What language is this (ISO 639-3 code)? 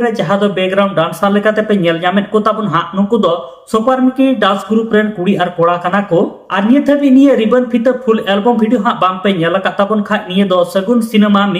sat